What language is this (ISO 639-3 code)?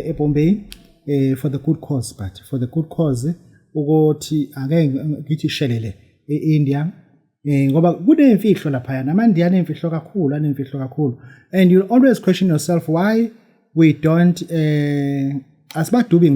zul